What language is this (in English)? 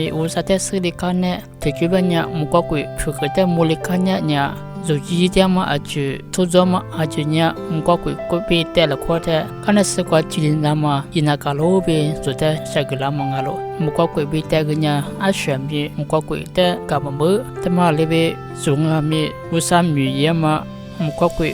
Lisu